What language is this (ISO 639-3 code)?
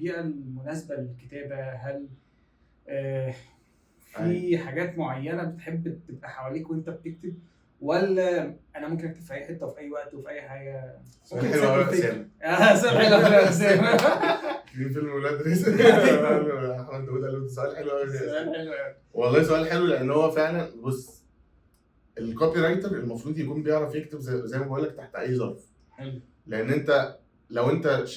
arz